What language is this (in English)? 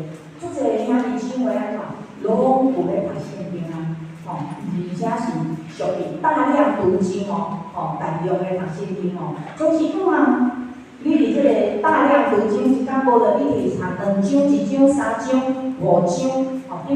Min Nan Chinese